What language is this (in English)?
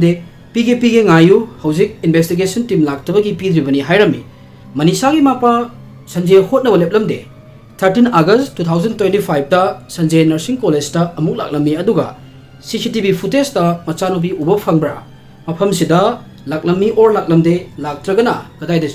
Manipuri